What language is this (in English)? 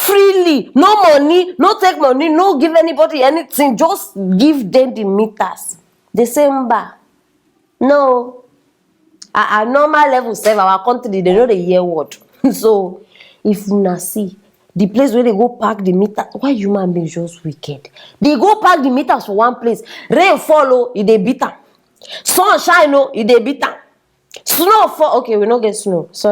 Nigerian Pidgin